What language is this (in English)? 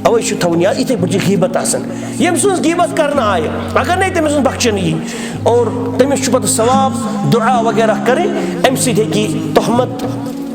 Kashmiri